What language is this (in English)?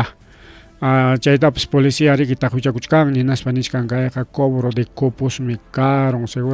Ayacucho Quechua